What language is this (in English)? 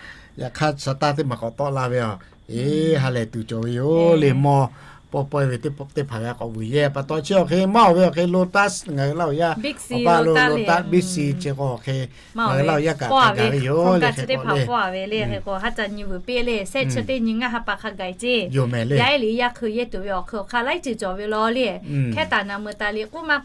Lahu